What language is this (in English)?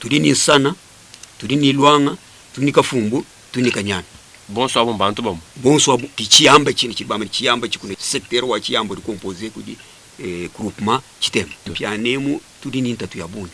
Luba-Lulua